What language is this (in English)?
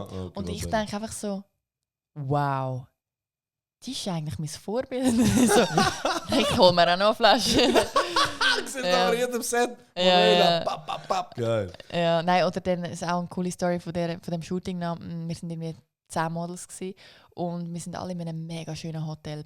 Swiss German